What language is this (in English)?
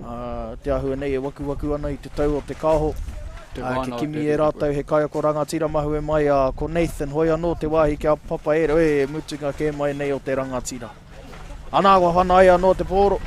Māori